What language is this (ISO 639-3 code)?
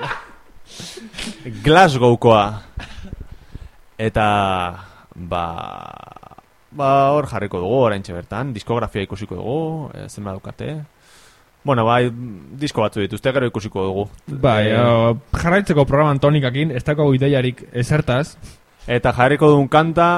eus